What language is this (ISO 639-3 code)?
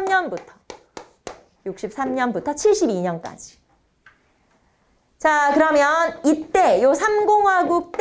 kor